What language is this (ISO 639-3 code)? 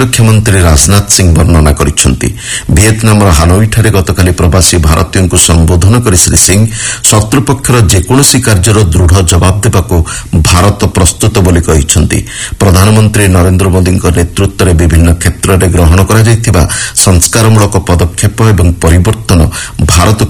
ori